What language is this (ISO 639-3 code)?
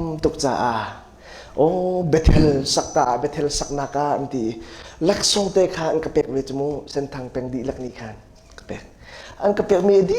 cnh